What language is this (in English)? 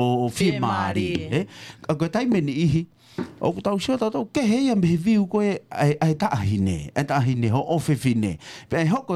Tongan